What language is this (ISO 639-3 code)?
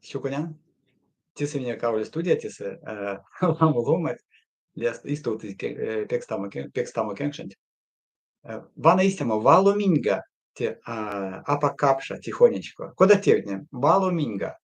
myv